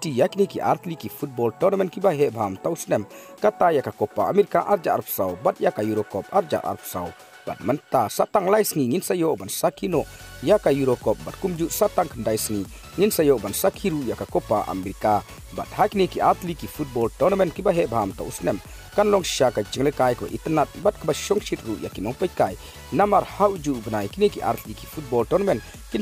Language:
Khasi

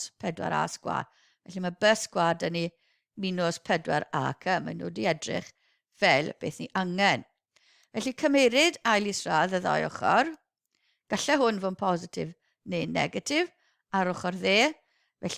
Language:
Welsh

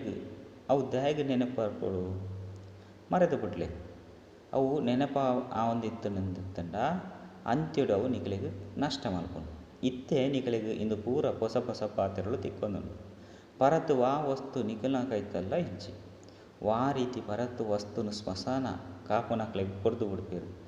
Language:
Tulu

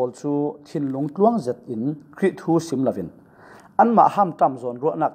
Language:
Falam Chin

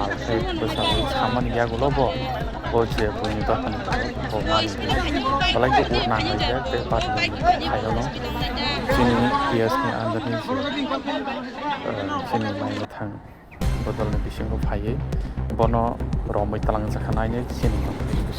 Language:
Kok Borok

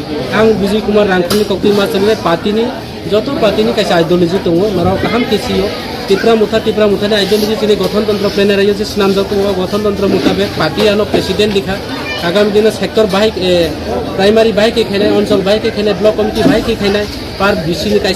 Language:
Kok Borok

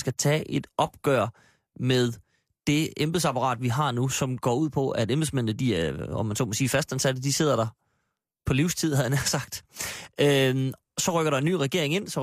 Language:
Danish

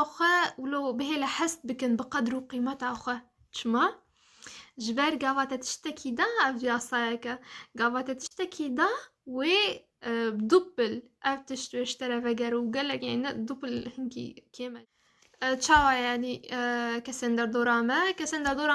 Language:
Kurdish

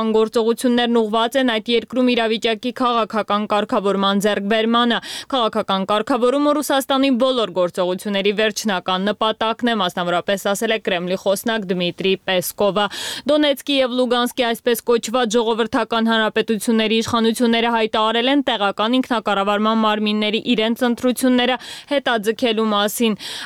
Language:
Armenian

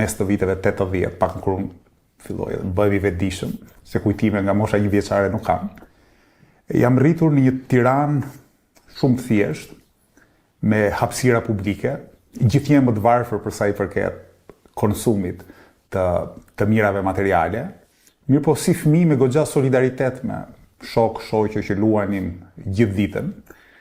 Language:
Albanian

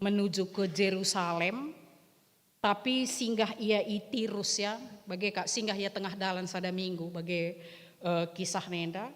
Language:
Batak Karo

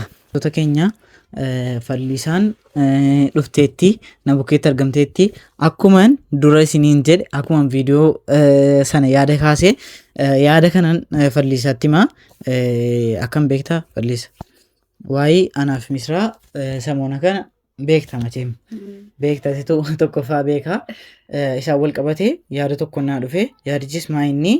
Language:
Oromo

